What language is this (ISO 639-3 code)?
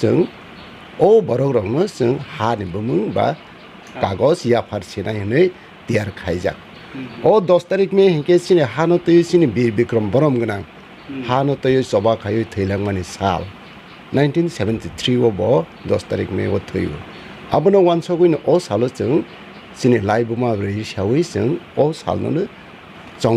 trp